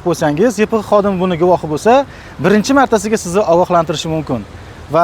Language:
Uzbek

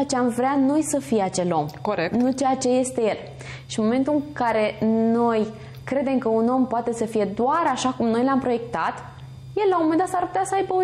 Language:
Romanian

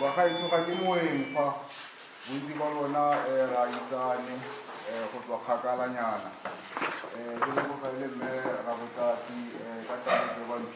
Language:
Tswana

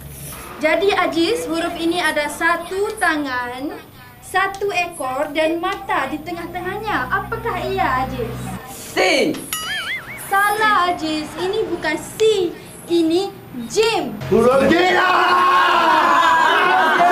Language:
Malay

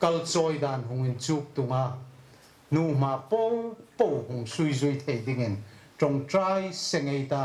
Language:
Hmar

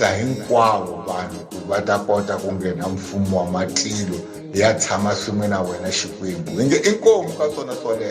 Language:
Tsonga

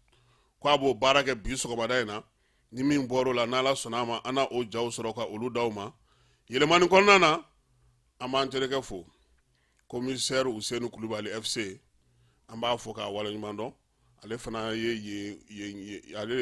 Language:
Bambara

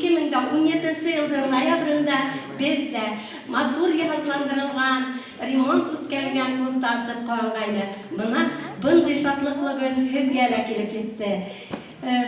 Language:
Bashkir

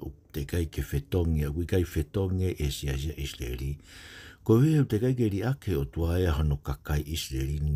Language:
Tongan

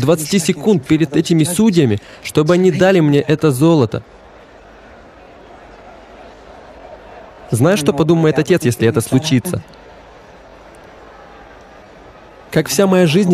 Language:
Russian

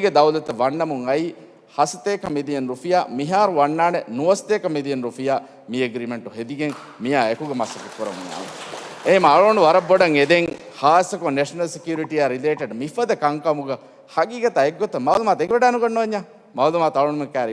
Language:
Divehi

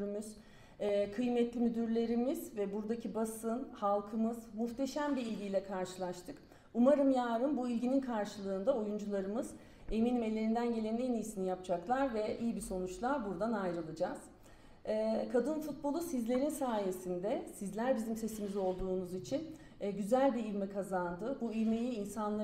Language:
Turkish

